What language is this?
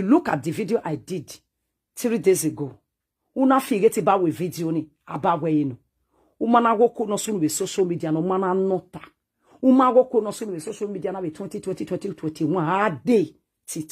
Nigerian Pidgin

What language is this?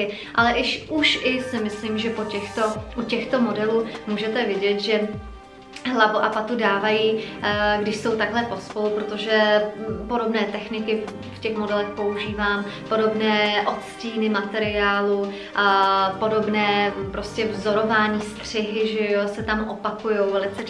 Czech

